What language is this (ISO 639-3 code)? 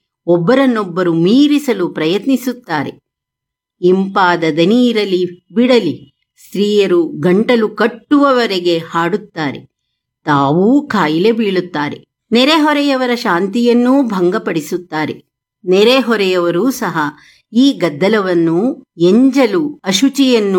kan